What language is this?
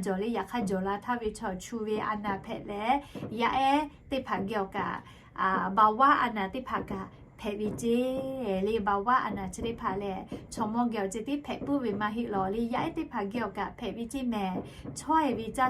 Lahu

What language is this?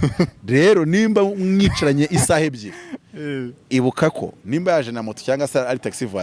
Kinyarwanda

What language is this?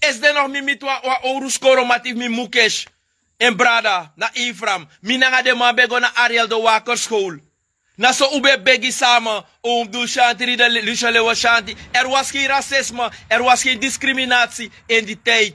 Sranan Tongo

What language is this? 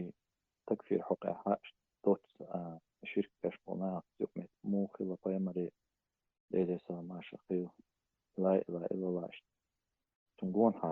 Chechen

